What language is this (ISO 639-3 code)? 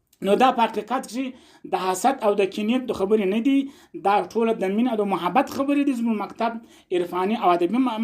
pus